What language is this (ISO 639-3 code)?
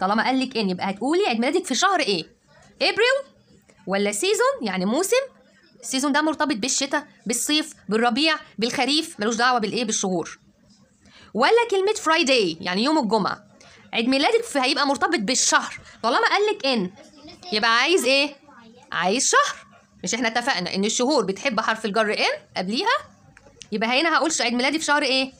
arz